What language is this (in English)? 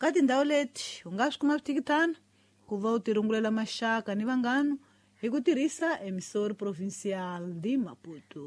Tsonga